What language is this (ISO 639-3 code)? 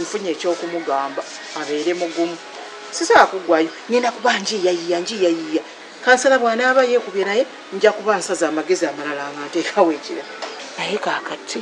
lug